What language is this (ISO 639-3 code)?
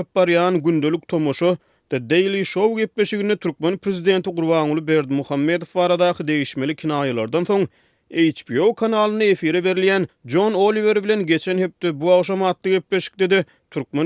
tuk